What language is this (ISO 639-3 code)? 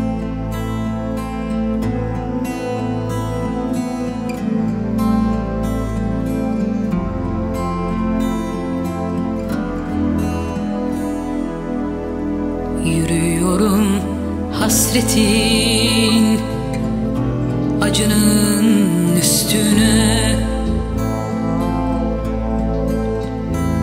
tur